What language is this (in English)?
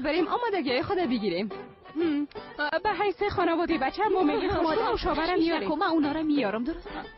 Persian